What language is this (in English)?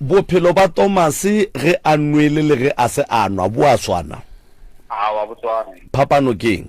Northern Sotho